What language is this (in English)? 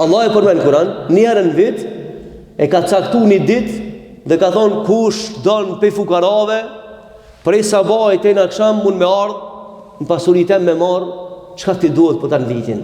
Albanian